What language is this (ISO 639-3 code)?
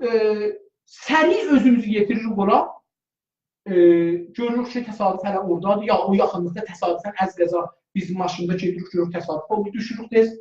azb